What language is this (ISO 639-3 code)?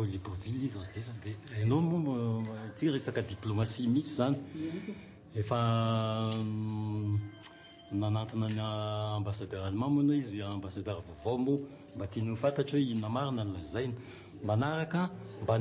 mlg